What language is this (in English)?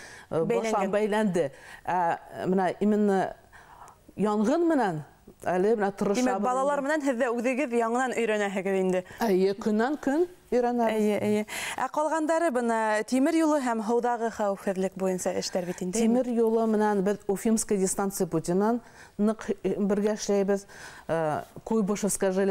Bashkir